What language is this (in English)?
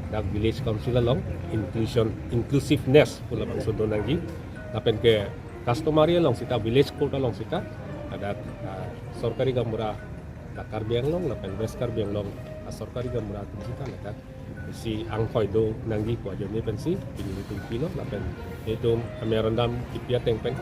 Karbi